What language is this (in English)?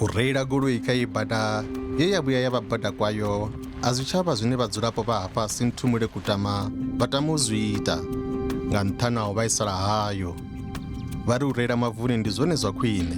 Venda